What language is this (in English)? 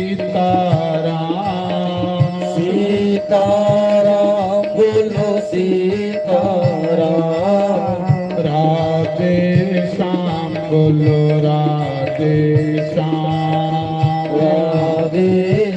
Dogri